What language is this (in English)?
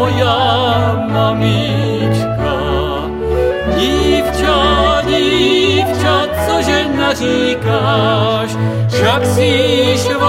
Czech